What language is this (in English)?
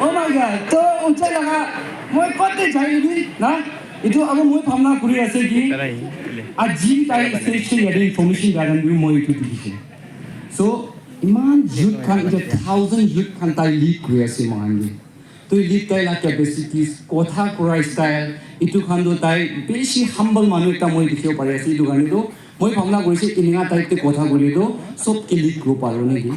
Naga Pidgin